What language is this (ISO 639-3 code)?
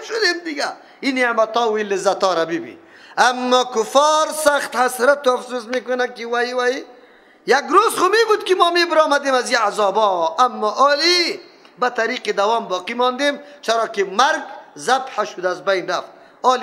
fas